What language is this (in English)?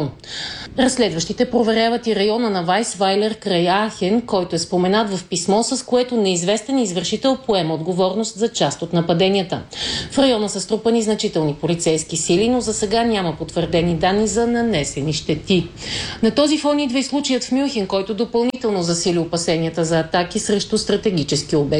Bulgarian